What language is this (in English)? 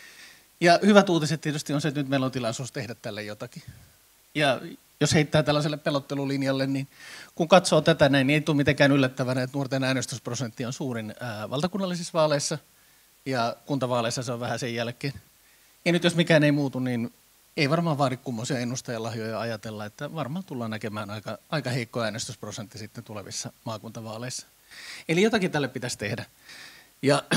Finnish